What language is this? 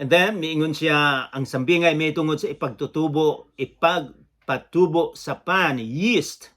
Cebuano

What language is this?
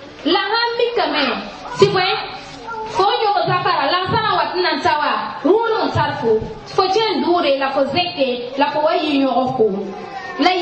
Mossi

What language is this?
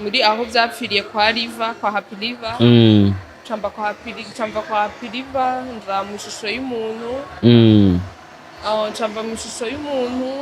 Rundi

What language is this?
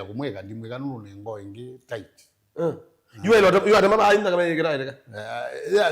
Kamba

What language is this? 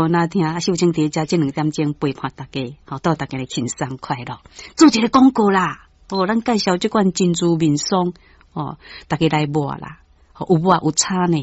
Min Nan Chinese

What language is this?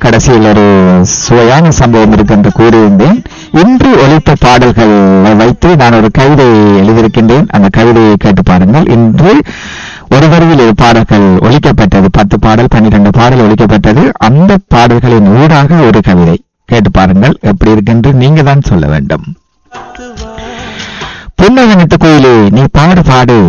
Tamil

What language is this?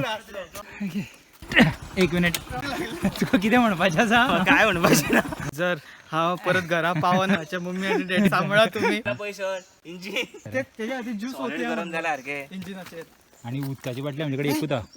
Konkani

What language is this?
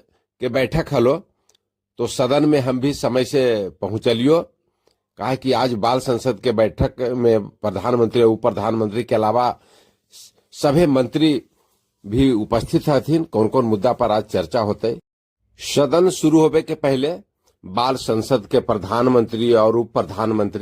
Magahi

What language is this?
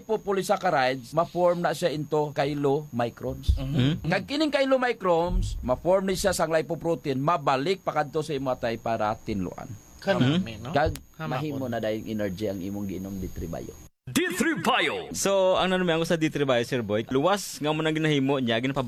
Hiligaynon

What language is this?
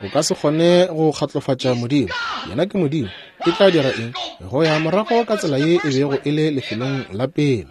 Northern Sotho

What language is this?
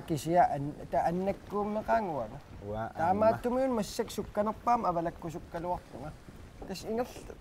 Kalaallisut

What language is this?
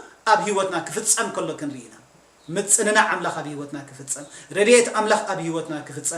Tigrinya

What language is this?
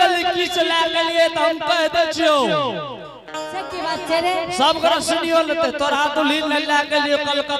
Angika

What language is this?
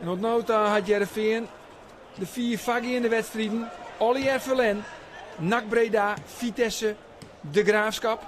Western Frisian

